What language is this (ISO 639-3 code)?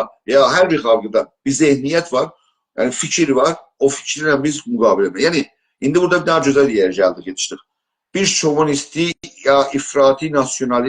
azb